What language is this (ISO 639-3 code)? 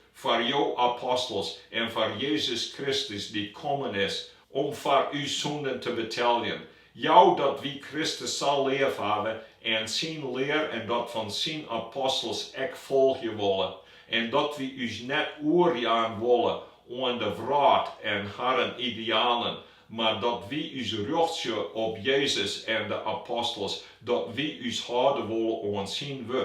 fry